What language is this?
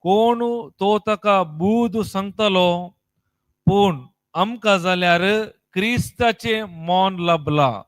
Konkani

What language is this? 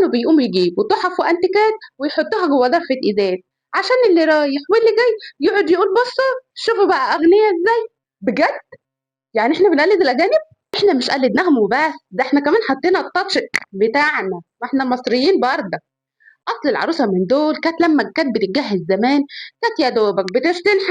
Egyptian Arabic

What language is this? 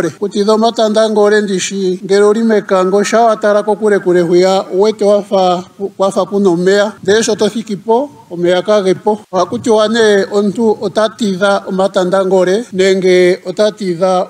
Ndonga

